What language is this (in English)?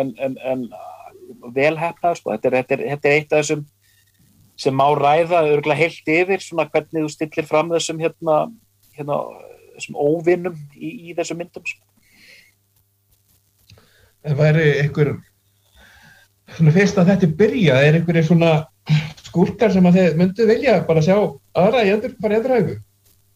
Icelandic